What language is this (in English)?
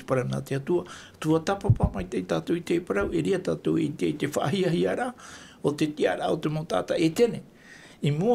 Tahitian